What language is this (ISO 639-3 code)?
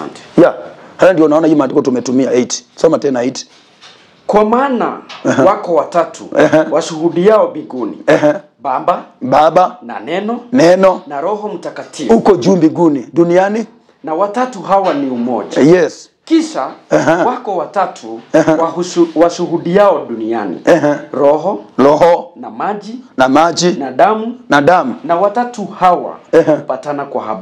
swa